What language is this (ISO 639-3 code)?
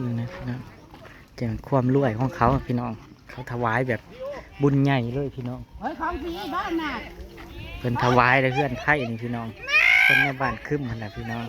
tts